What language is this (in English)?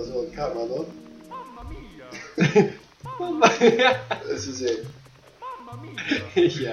Faroese